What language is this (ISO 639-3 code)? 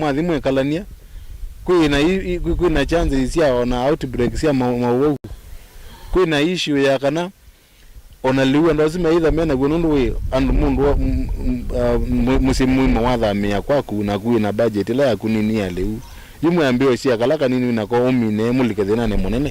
kam